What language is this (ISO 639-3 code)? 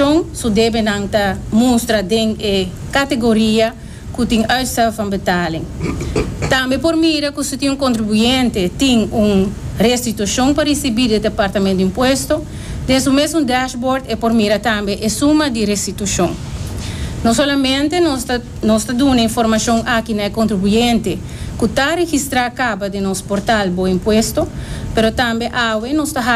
pap